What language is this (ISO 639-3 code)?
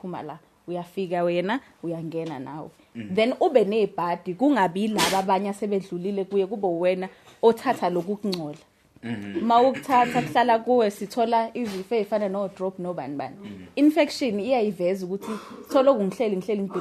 zul